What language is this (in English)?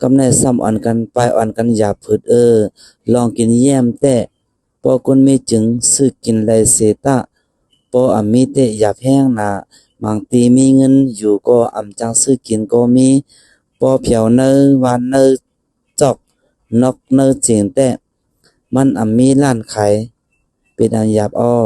Shan